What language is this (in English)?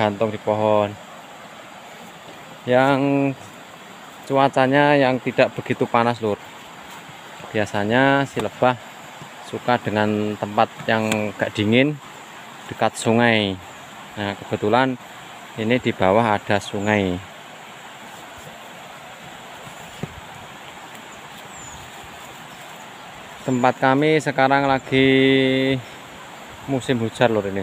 Indonesian